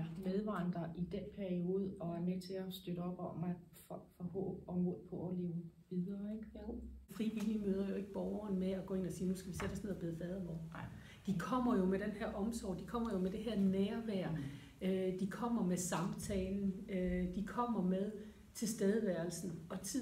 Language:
Danish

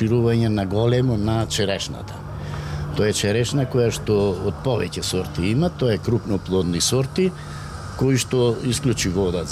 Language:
Macedonian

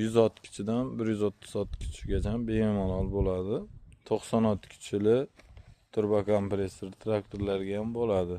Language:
Uzbek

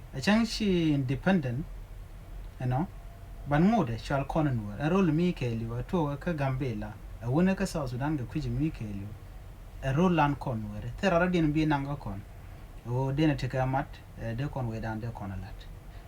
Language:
Nuer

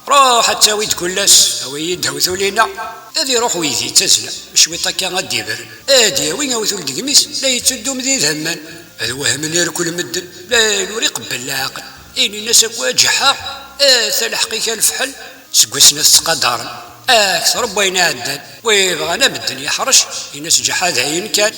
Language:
Kabyle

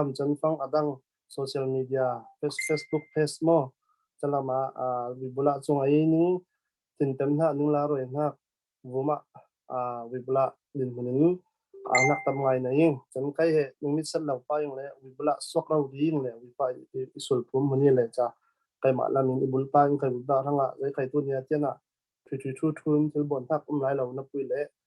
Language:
Falam Chin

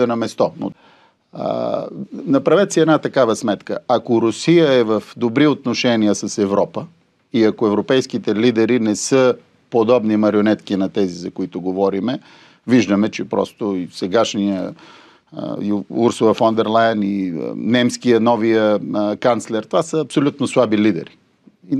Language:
Bulgarian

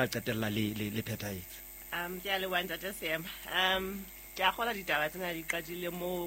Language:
Southern Sotho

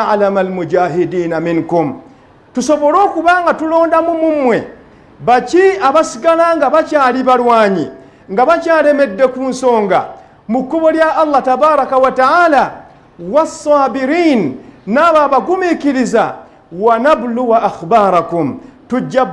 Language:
Ganda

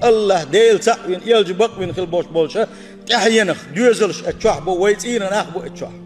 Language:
Chechen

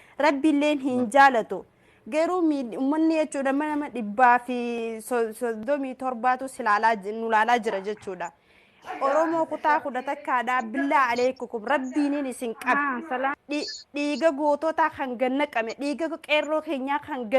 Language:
Oromo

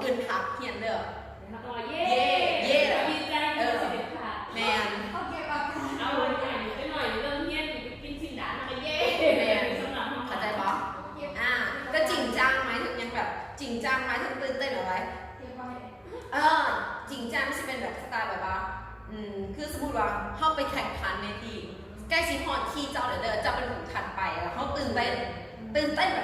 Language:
Lao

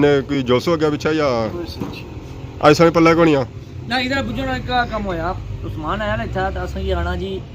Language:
Pahari-Potwari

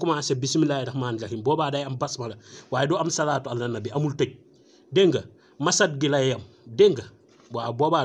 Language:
Wolof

